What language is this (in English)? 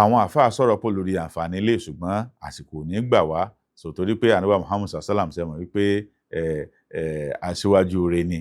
Yoruba